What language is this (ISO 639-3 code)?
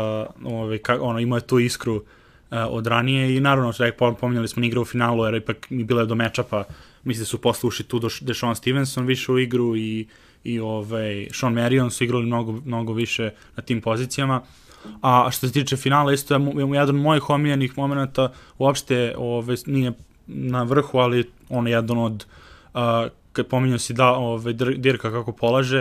srp